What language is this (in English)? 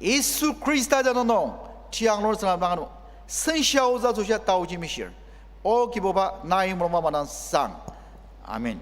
Ao Naga